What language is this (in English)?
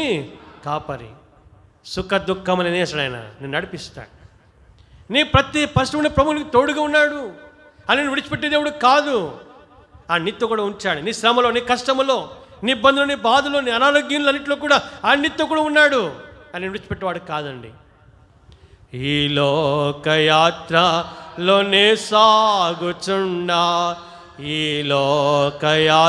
Telugu